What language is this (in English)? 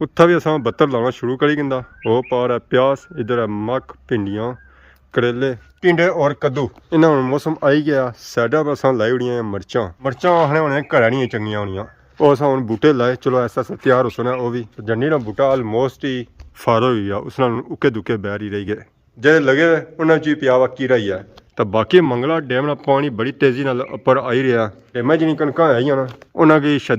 Pahari-Potwari